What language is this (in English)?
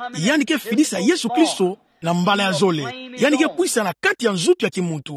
Kituba (Democratic Republic of Congo)